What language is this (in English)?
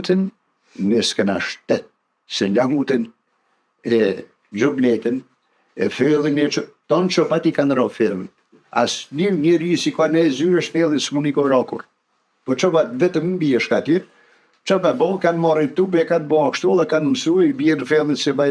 Albanian